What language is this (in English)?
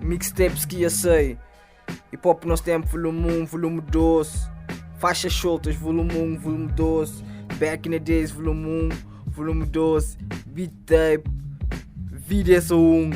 Kabuverdianu